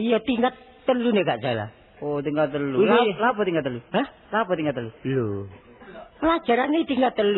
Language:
Javanese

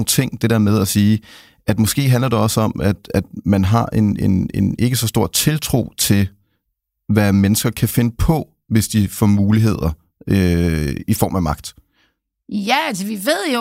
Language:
Danish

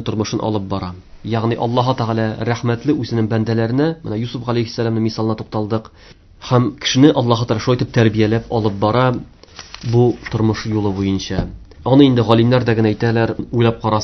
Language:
Tatar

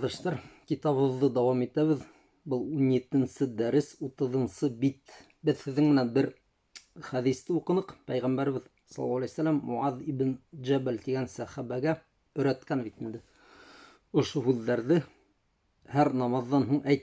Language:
Bashkir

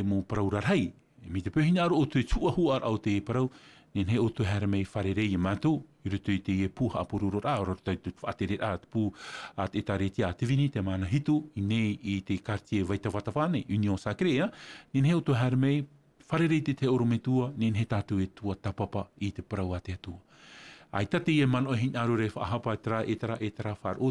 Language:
Tahitian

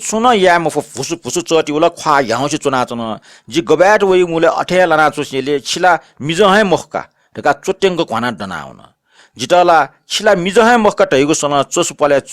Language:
Newari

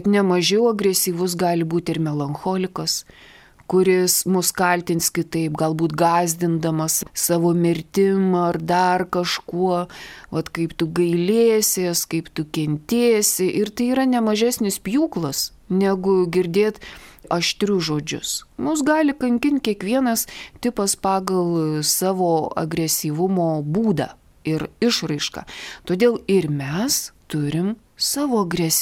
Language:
Lithuanian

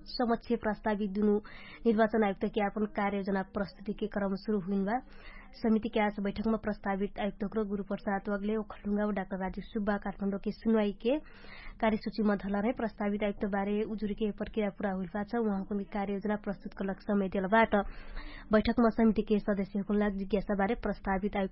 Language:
Dangaura Tharu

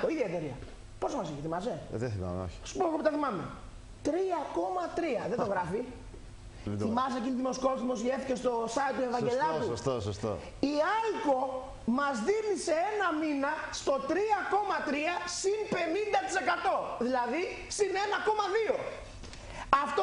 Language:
Greek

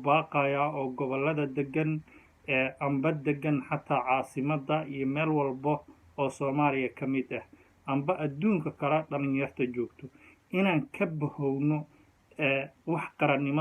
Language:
Somali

